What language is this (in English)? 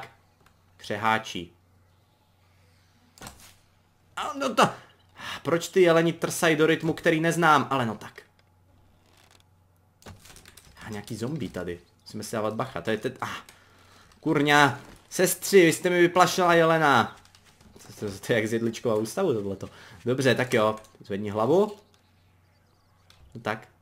Czech